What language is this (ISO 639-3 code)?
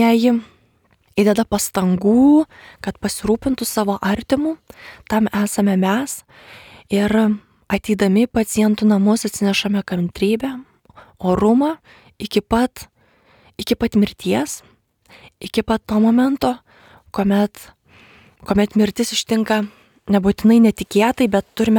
lit